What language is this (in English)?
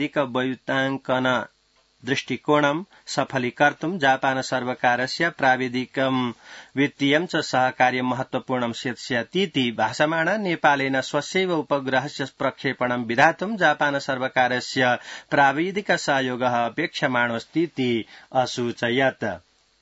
Sanskrit